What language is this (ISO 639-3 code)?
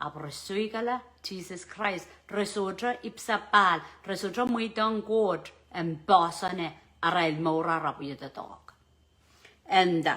pon